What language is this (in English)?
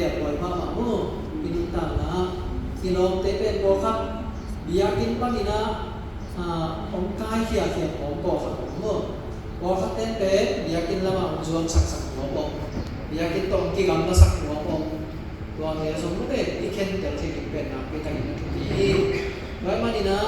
Tedim Chin